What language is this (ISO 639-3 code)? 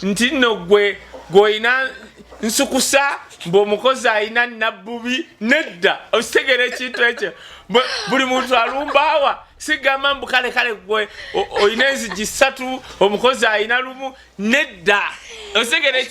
lug